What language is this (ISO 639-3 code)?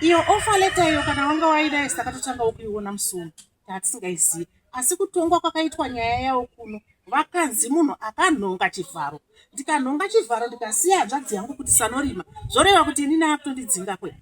sna